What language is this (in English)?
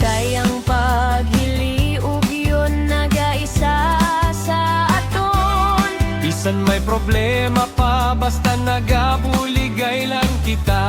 Hiligaynon